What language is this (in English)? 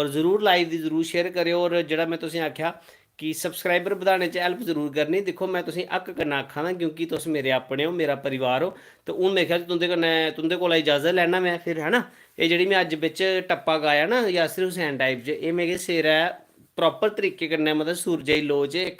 Dogri